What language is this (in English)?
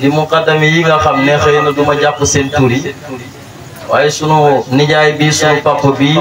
Wolof